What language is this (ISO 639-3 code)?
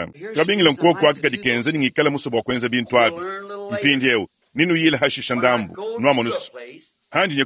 lua